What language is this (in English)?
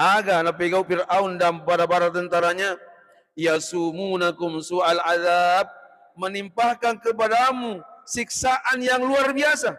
Buginese